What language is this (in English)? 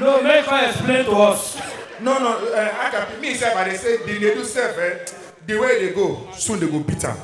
Nigerian Pidgin